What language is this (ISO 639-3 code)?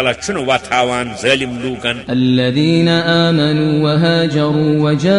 kas